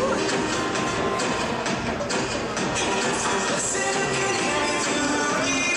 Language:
Serbian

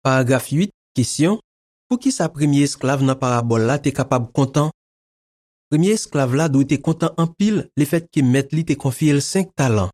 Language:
Haitian Creole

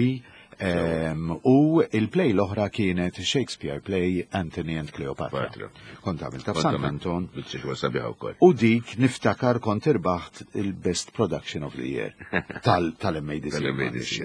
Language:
Maltese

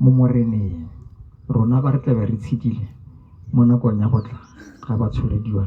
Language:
Tswana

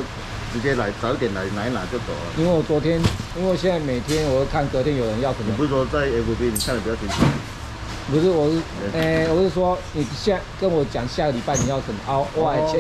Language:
Chinese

